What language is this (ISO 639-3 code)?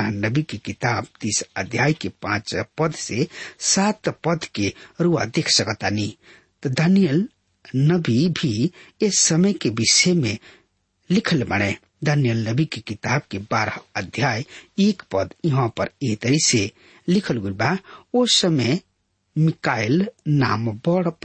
bho